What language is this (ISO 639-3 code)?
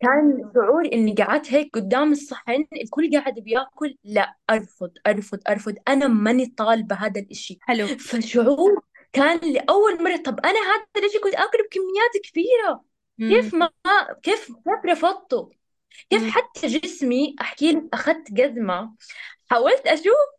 apc